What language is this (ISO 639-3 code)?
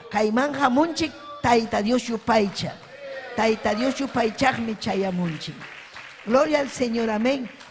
quy